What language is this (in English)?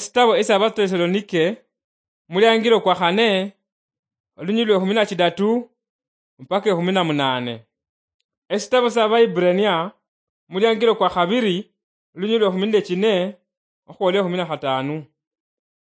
Luyia